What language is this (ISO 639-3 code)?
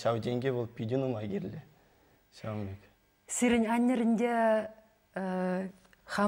chv